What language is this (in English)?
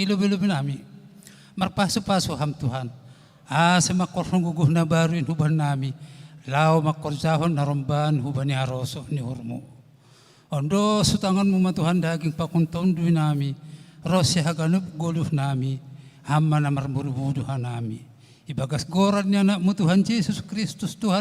Batak Simalungun